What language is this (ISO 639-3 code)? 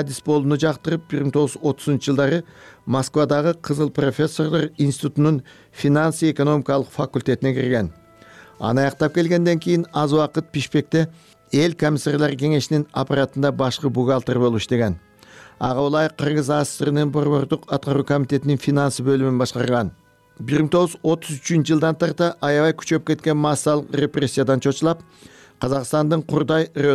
kir